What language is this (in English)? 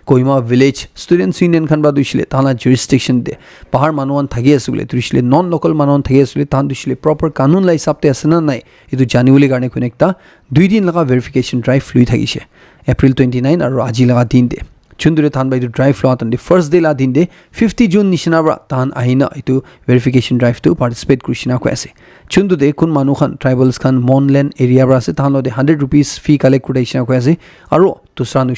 Naga Pidgin